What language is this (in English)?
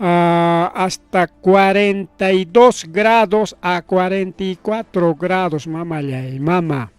Ayacucho Quechua